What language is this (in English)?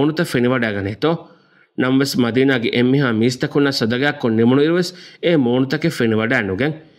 Divehi